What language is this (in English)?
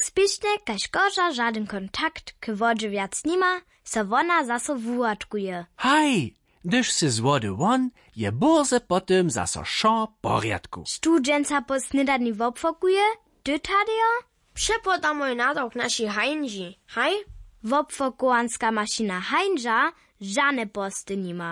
Upper Sorbian